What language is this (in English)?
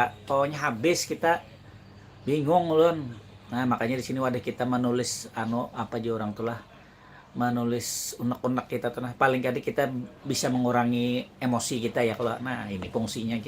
Banjar